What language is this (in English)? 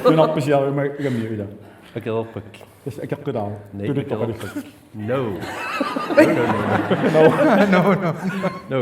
Kalaallisut